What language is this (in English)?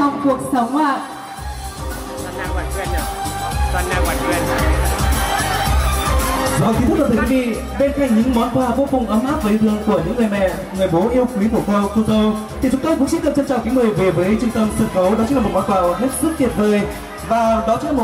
Vietnamese